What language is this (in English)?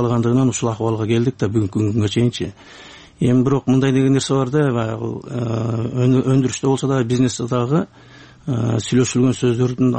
Kyrgyz